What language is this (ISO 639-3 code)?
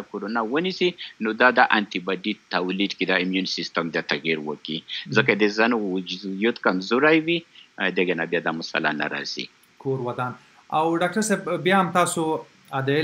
pus